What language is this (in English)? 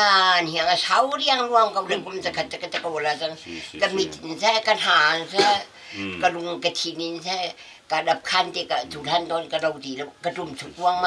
Hakha Chin